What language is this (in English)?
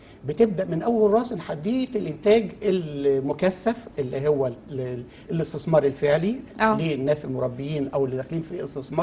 Egyptian Arabic